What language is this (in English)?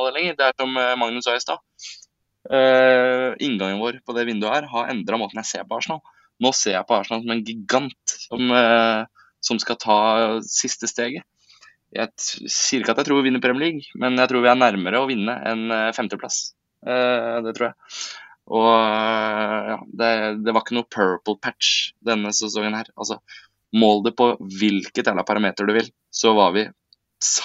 Norwegian